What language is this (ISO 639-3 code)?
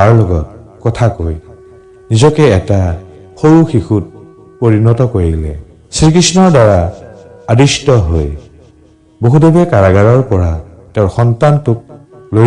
asm